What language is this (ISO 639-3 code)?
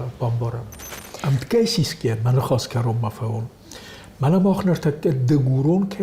oss